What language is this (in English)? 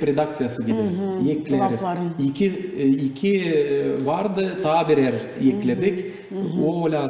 Gagauz